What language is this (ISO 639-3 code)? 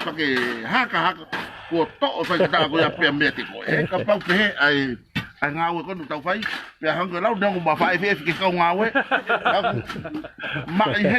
ton